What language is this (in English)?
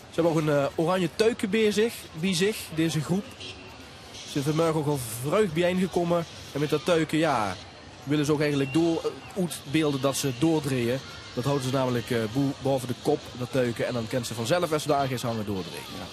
Limburgish